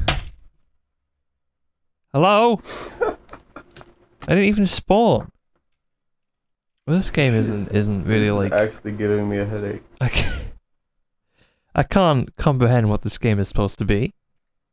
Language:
English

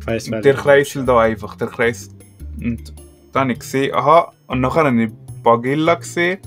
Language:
Swiss German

